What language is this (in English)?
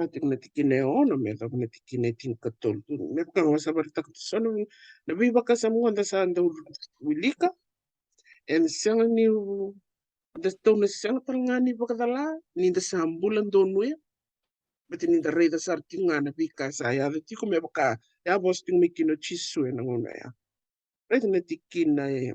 Fijian